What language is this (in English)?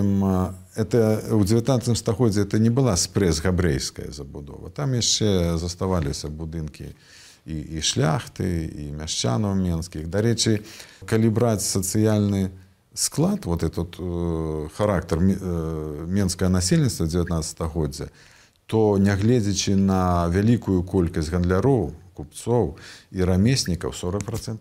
Belarusian